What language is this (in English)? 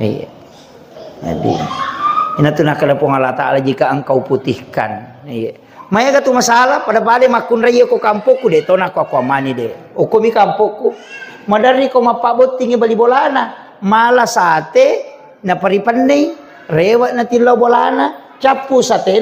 Buginese